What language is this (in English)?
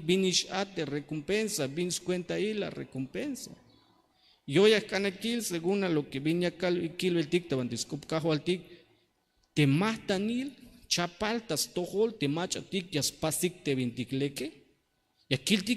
Tzeltal